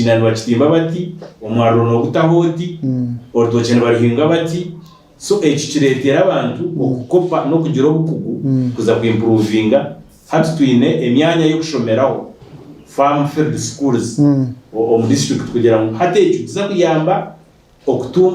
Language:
Nyankole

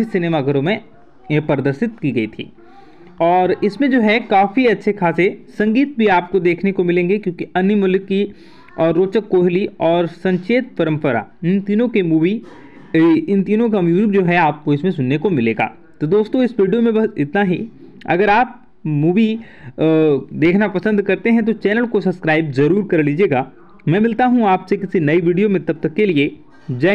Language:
Hindi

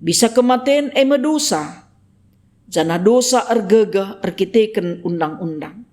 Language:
Batak Karo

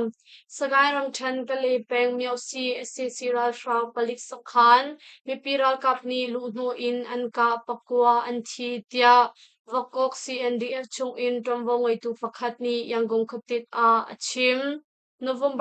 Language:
Hakha Chin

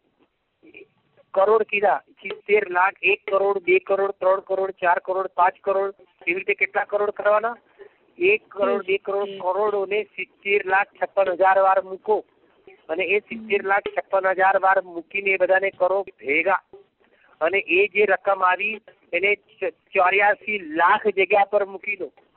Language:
Gujarati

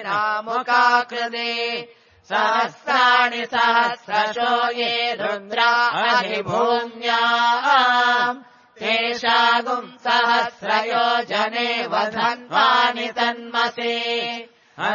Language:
Sanskrit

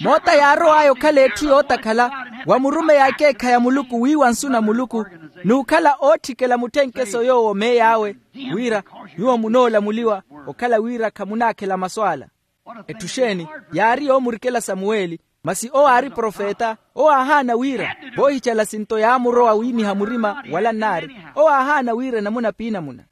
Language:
Makhuwa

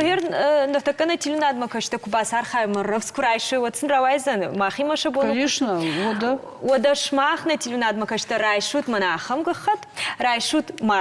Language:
Ossetic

